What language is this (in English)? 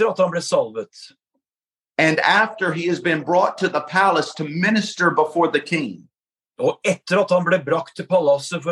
Norwegian